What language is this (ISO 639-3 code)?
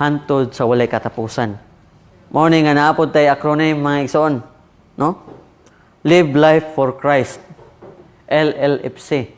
ceb